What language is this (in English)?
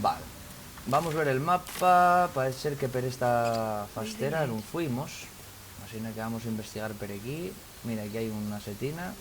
Asturian